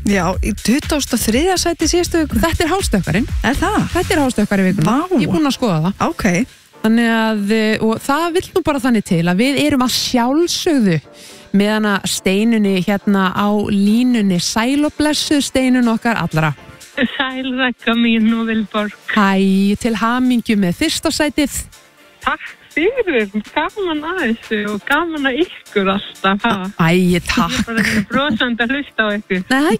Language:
Icelandic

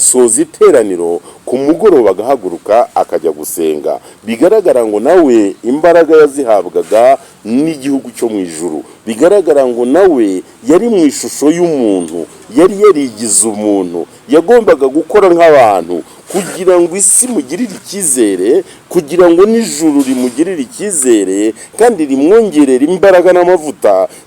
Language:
Kinyarwanda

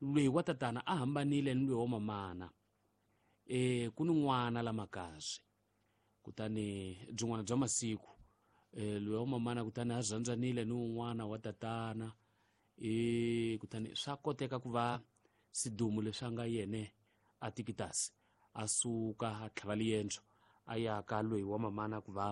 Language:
Tsonga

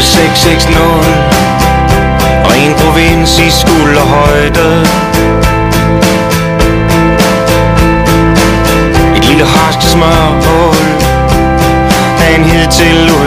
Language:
Danish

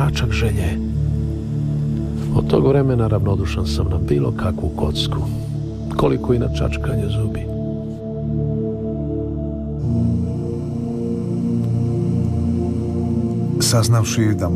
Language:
Croatian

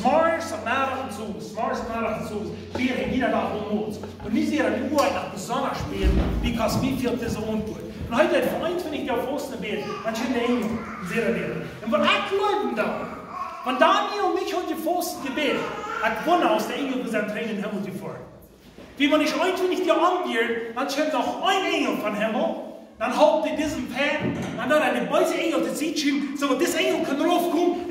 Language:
Plautdietsch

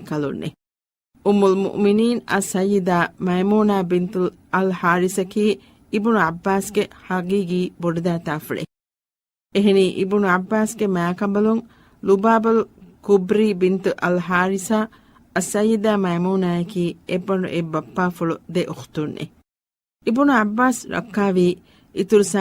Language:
Divehi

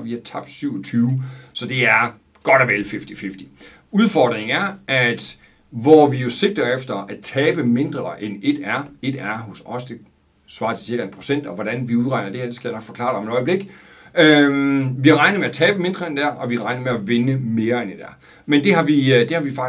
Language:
Danish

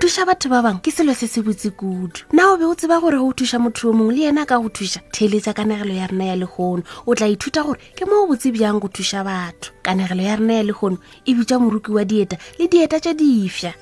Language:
Northern Sotho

